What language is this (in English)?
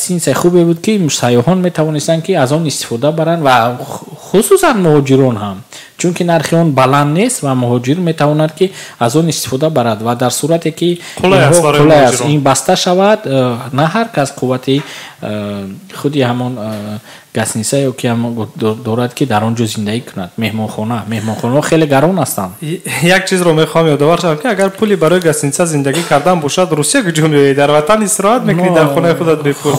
Tajik